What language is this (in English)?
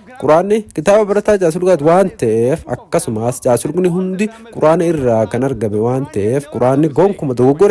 Oromo